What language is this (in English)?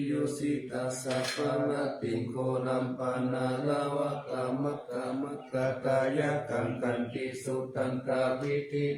Pali